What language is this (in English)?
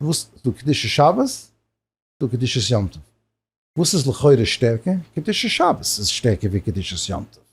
Yiddish